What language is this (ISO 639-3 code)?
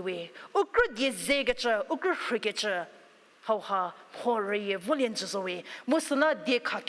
njm